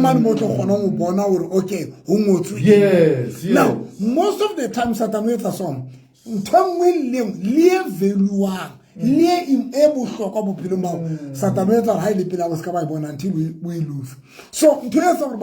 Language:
Southern Sotho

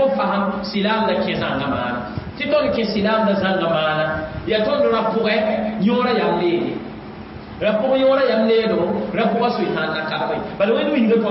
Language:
Mossi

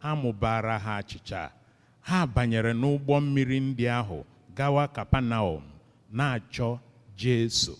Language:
Igbo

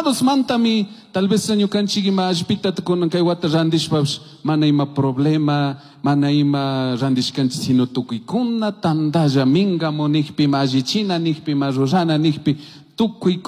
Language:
Chimborazo Highland Quichua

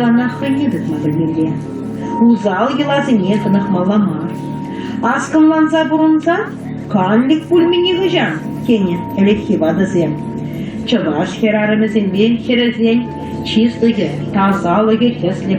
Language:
Chuvash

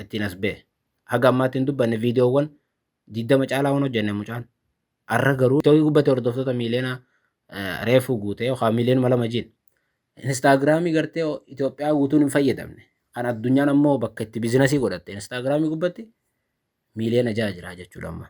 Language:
Oromo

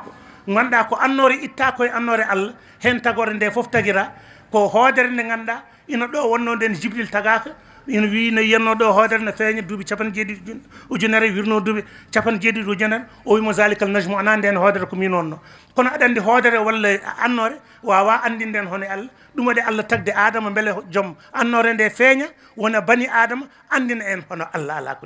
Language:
Fula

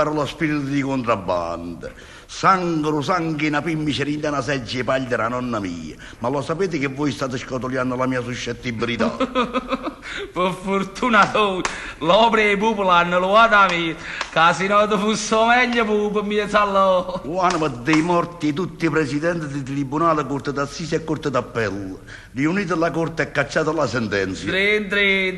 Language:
Neapolitan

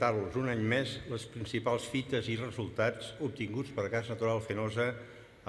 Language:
Catalan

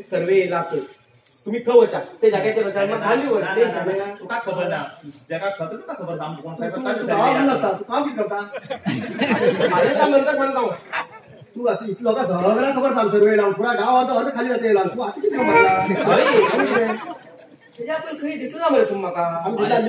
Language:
Konkani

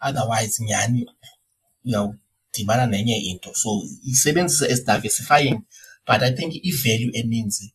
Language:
Xhosa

